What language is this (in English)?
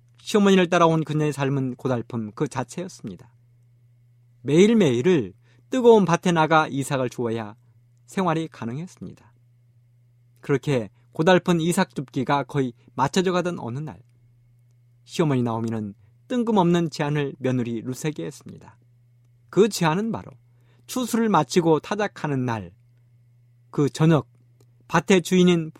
Korean